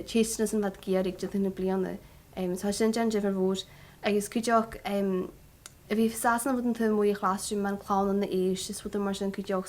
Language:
Scottish Gaelic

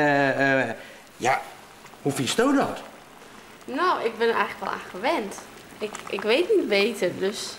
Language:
Western Frisian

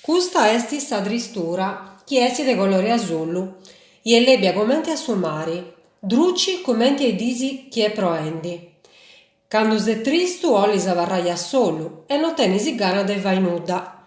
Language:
Sardinian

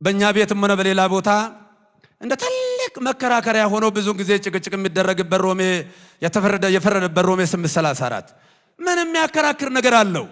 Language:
Amharic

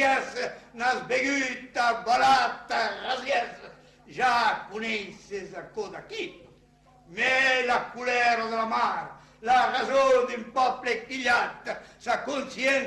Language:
Occitan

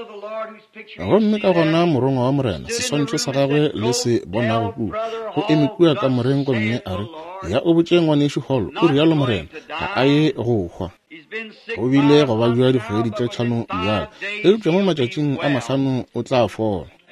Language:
Northern Sotho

